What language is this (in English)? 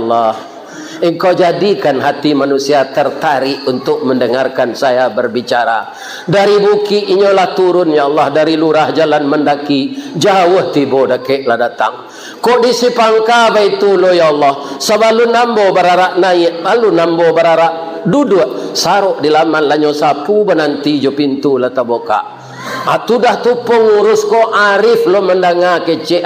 Minangkabau